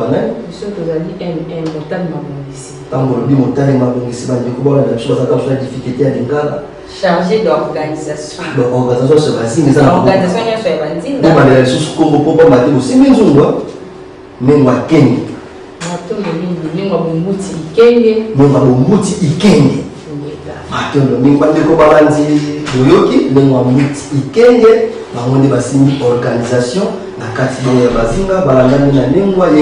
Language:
Lingala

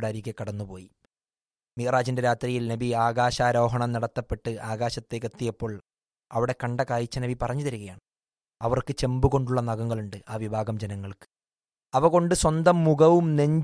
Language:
Malayalam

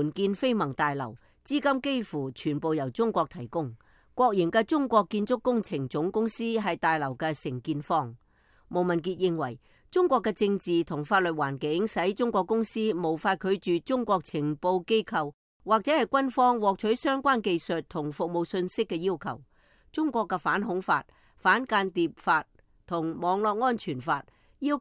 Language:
Cantonese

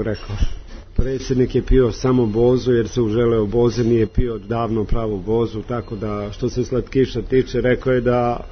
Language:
Serbian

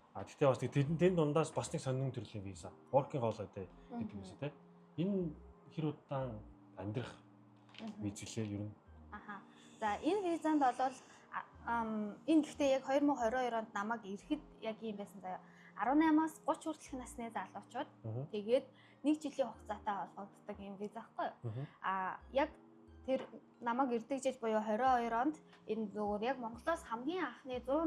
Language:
Mongolian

